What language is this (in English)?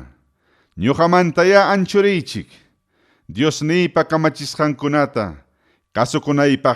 Ayacucho Quechua